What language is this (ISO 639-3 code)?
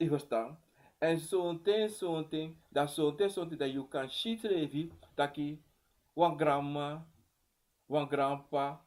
srn